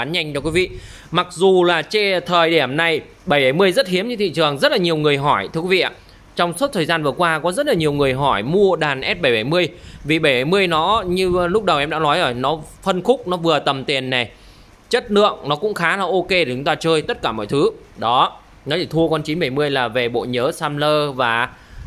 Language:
Vietnamese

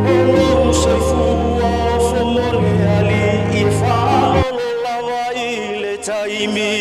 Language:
Samoan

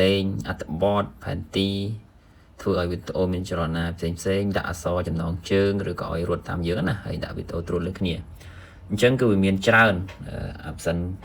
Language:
Khmer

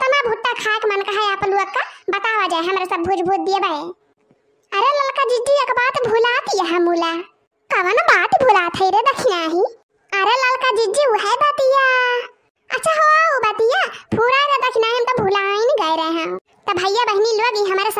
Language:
Awadhi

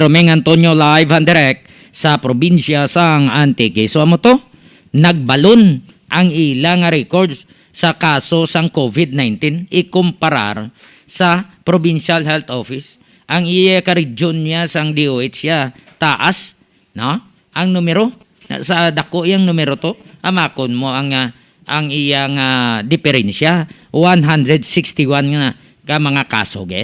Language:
Hiligaynon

